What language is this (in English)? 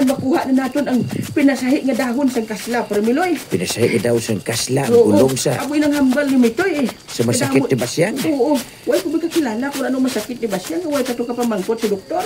Hiligaynon